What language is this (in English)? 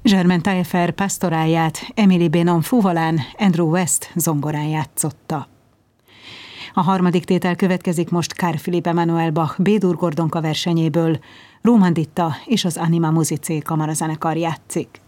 Hungarian